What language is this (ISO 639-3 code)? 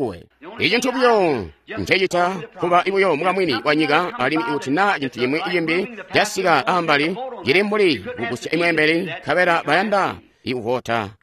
toi